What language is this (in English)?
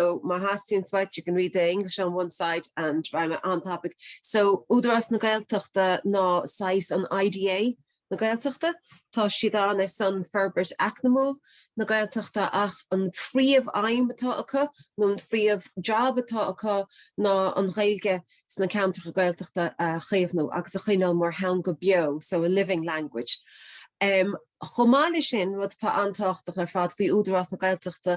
Irish